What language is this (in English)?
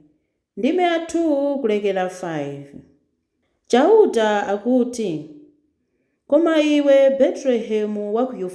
Nyanja